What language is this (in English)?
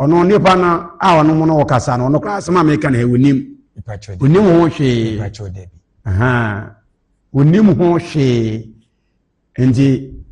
Akan